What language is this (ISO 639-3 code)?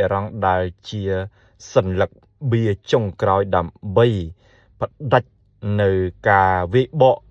khm